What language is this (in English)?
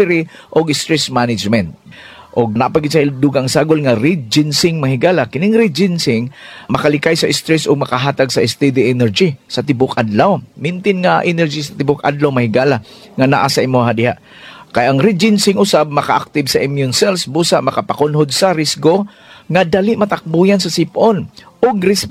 Cebuano